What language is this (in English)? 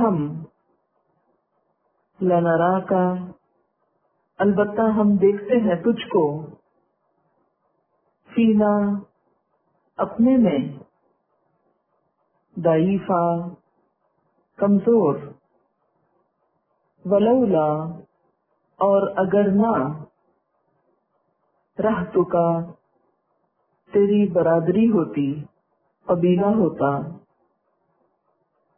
Urdu